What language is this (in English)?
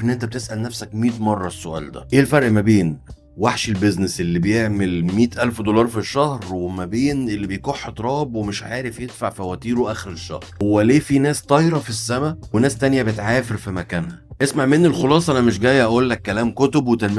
Egyptian Arabic